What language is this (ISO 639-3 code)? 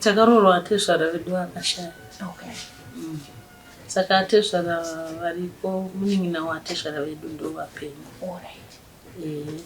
sna